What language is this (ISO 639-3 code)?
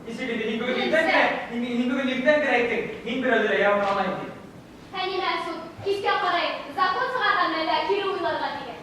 bak